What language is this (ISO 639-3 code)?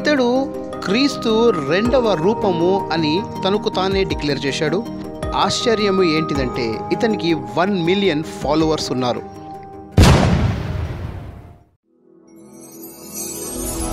tel